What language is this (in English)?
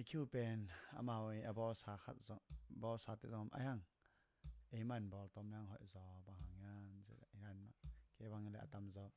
Tedim Chin